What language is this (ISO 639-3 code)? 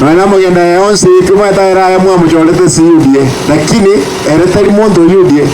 guz